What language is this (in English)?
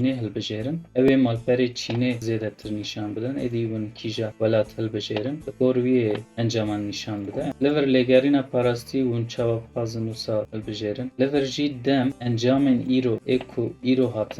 Kurdish